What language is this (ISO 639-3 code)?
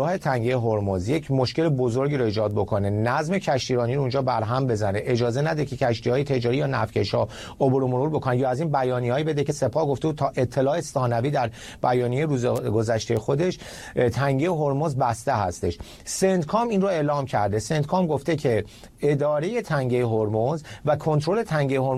fas